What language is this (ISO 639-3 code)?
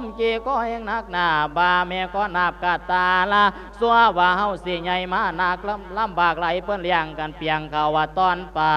lao